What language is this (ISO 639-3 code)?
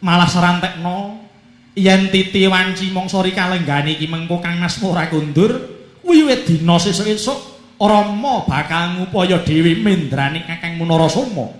jav